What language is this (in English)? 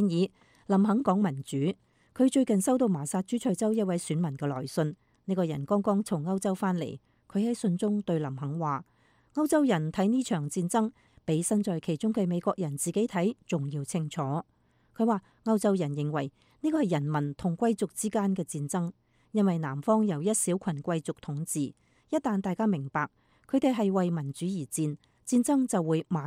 Cantonese